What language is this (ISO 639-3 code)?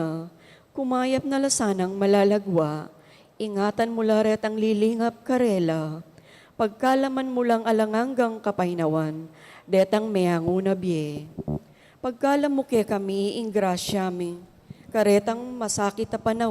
pam